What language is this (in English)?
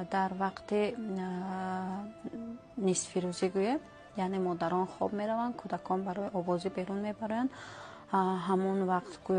Tajik